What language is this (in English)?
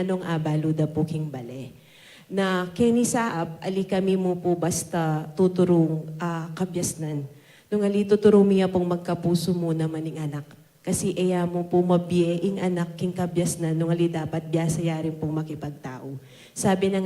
Pampanga